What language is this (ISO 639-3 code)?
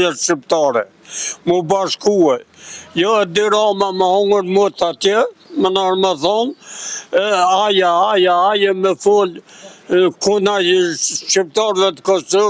sqi